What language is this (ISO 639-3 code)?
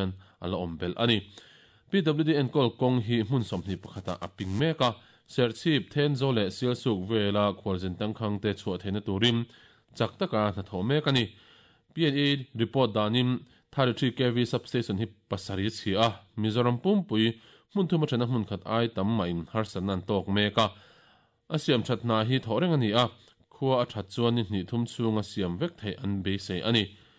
lus